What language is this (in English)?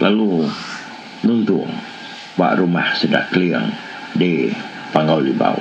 Iban